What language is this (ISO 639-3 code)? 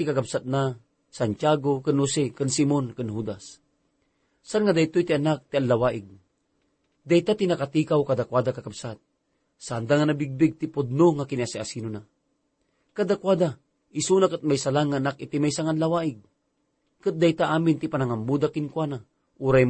ilo